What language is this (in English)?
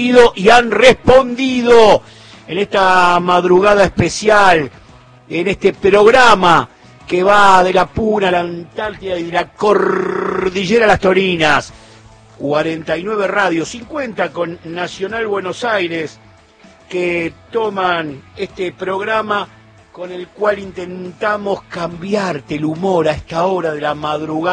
Spanish